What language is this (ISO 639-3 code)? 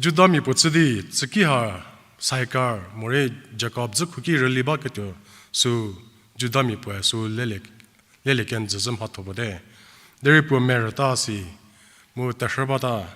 njm